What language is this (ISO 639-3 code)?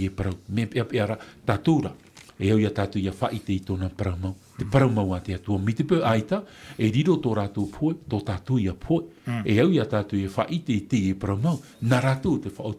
tah